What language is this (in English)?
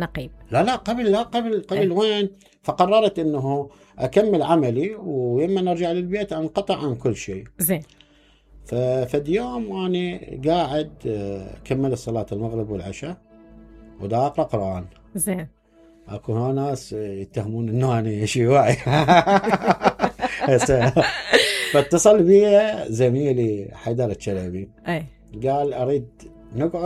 Mesopotamian Arabic